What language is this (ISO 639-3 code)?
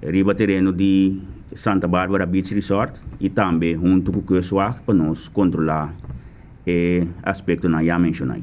pap